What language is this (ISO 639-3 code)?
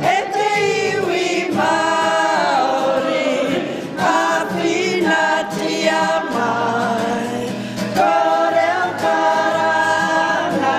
mri